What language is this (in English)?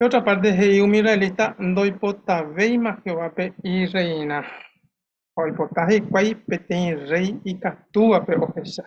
Guarani